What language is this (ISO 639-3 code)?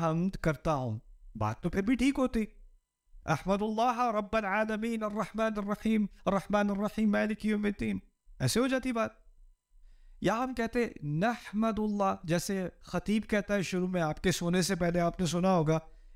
urd